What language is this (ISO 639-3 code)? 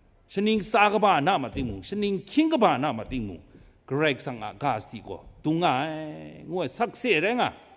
kac